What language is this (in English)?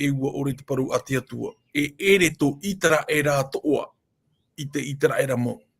Tahitian